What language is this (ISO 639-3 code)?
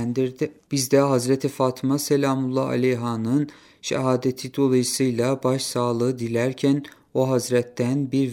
tur